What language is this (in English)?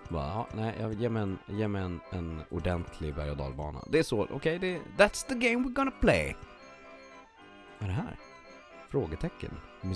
Swedish